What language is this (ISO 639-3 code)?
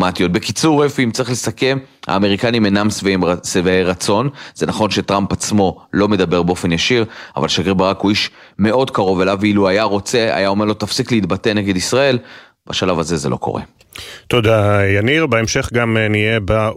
heb